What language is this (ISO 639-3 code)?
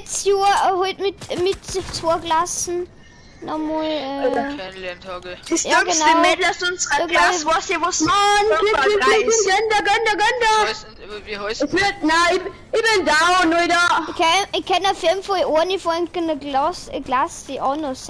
bar